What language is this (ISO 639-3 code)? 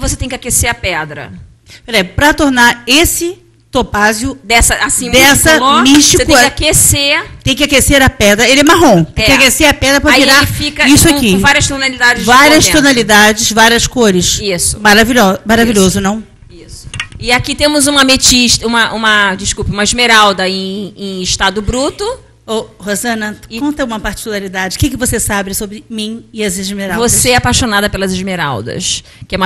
por